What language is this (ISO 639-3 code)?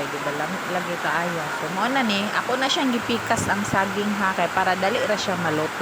ceb